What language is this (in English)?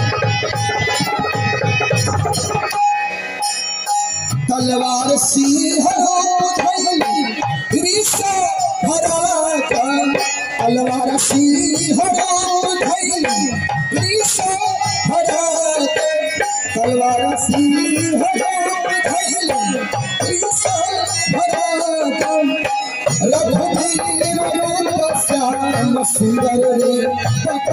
Bhojpuri